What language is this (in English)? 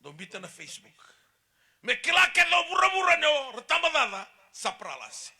Fijian